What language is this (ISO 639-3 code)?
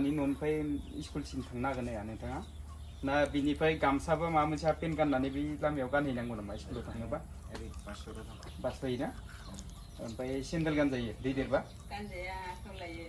brx